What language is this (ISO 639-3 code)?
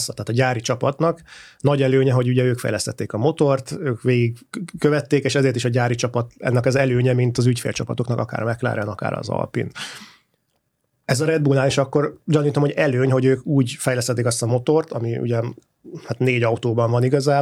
hun